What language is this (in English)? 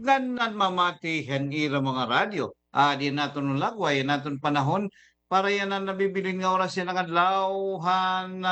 Waray